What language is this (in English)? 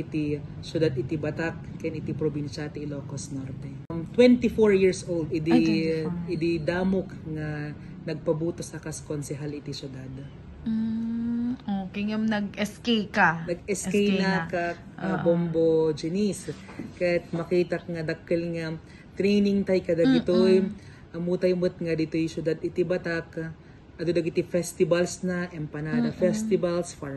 Iloko